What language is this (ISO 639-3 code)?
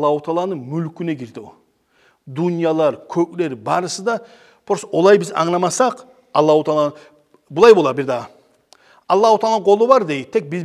kum